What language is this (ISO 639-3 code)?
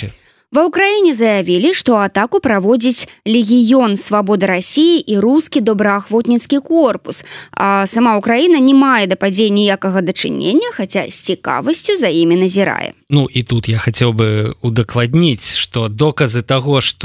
bel